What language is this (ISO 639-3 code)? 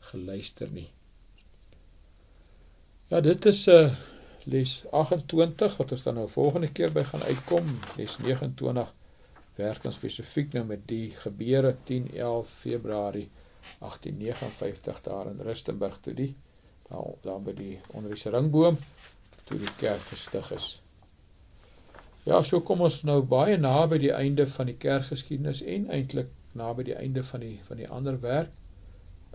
afr